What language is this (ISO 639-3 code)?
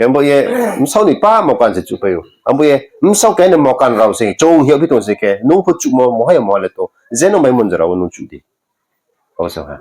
ria